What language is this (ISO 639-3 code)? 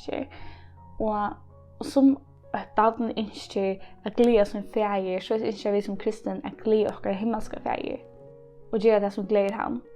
fao